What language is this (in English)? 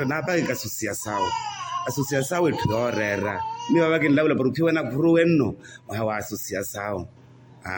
Makhuwa